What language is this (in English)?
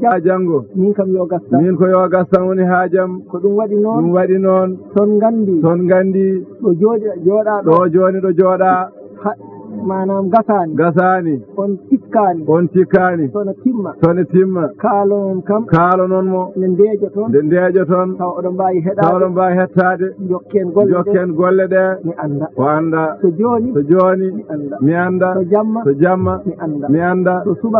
Fula